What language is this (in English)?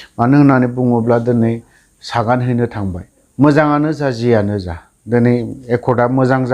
Bodo